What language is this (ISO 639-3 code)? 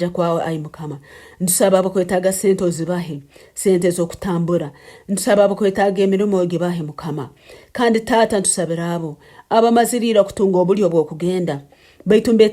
nyn